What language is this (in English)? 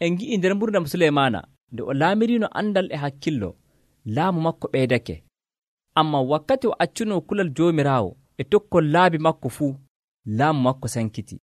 Nigerian Fulfulde